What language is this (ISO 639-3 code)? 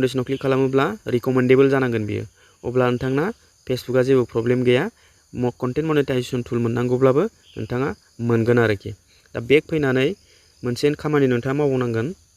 brx